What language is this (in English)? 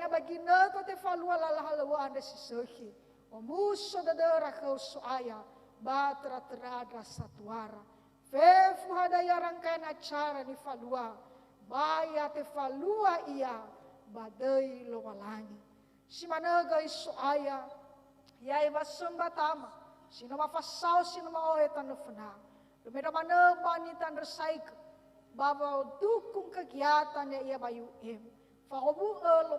Nias